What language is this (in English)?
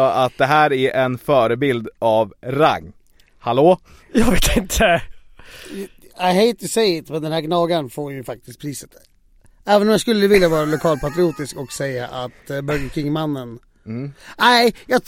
Swedish